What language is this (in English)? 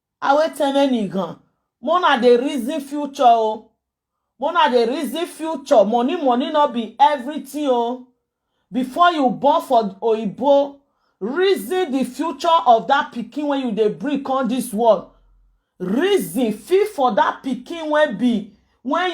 Nigerian Pidgin